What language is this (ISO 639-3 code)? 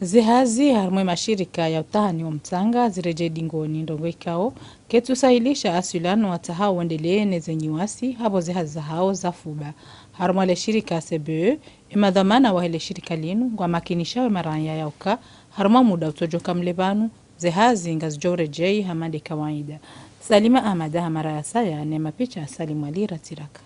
zdj